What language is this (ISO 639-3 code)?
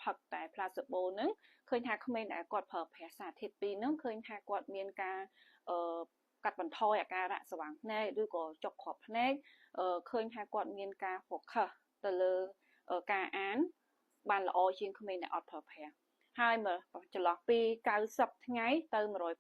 khm